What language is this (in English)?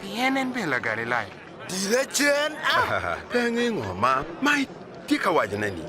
Acoli